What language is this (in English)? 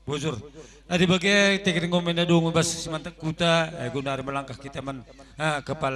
Batak Karo